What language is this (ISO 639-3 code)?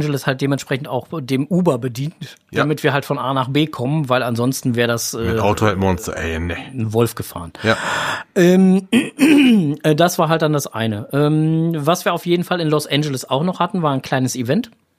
deu